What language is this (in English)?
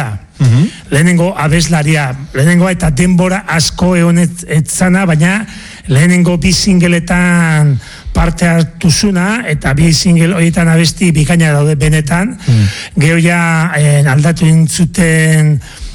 Basque